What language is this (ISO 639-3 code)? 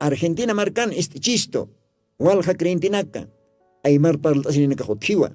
aym